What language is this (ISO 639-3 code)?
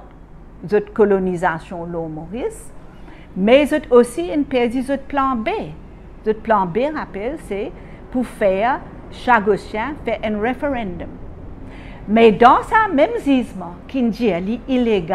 mfe